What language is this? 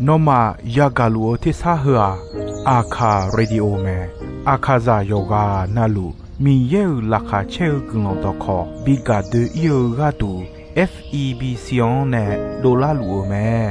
Akha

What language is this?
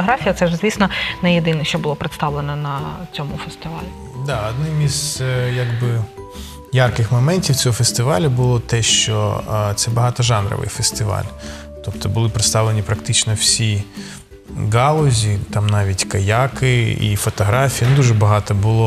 Ukrainian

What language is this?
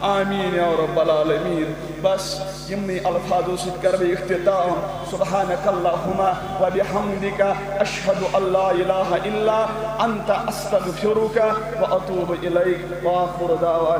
Kashmiri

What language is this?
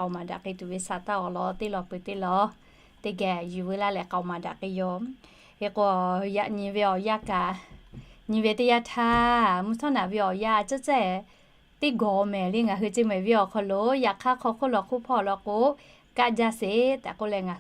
Lahu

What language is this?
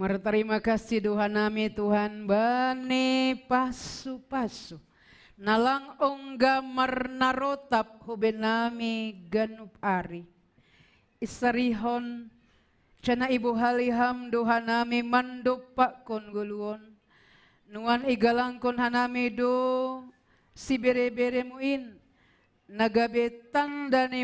Batak Simalungun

